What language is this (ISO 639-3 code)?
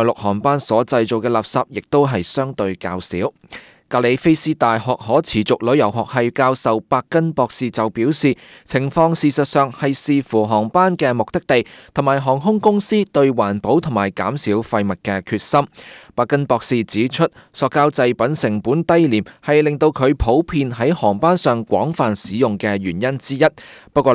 yue